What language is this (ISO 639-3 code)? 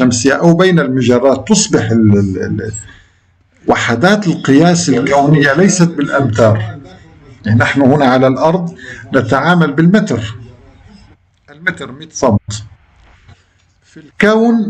ara